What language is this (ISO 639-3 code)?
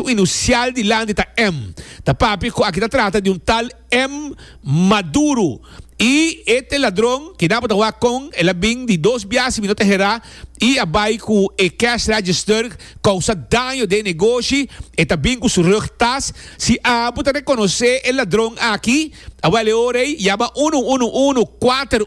pap